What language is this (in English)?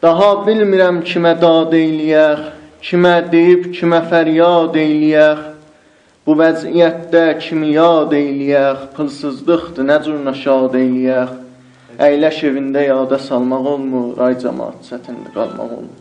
South Azerbaijani